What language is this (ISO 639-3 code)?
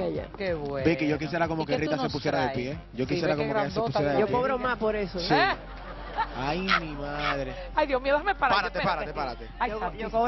spa